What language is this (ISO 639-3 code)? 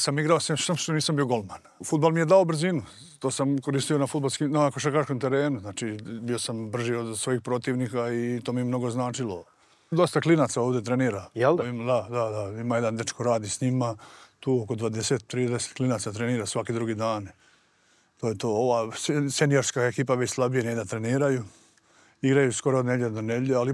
bos